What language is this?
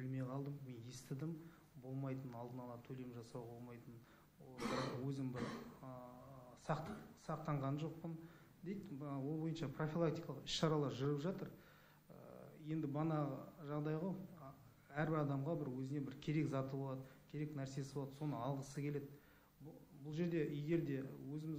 Kazakh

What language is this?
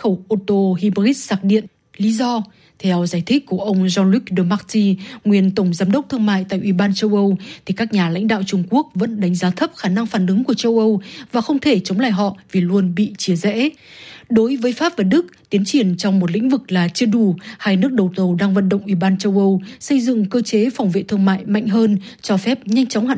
Vietnamese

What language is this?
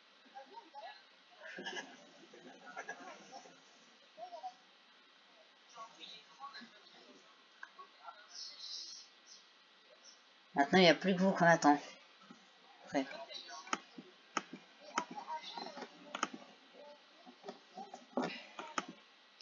French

